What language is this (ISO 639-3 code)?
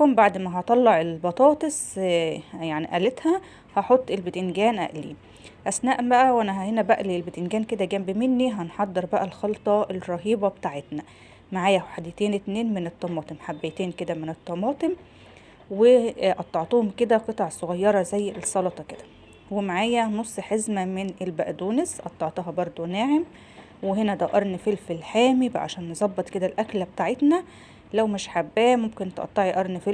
arz